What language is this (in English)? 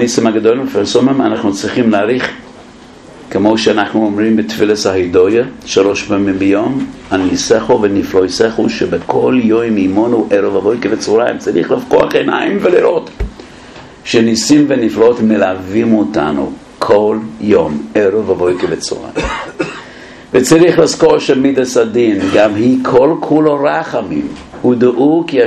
Hebrew